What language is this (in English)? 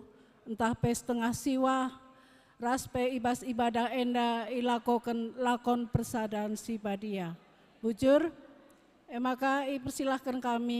Batak Karo